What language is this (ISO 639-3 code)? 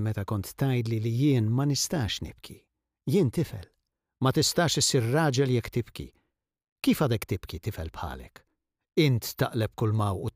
mlt